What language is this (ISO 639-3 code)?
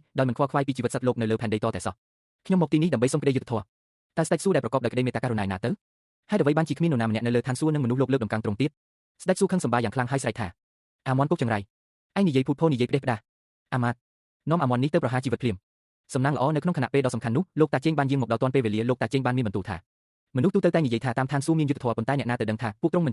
khm